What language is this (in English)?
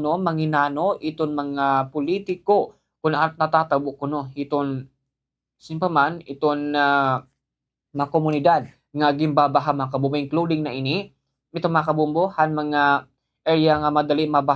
Waray